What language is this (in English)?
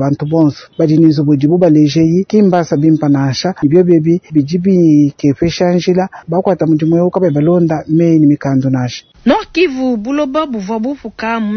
Luba-Lulua